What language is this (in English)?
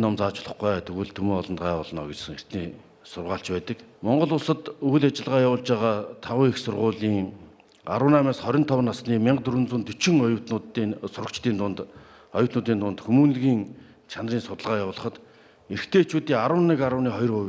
Mongolian